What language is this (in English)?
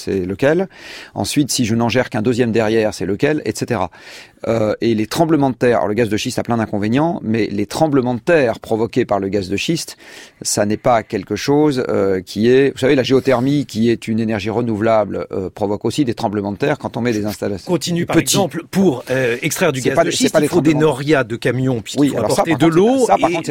French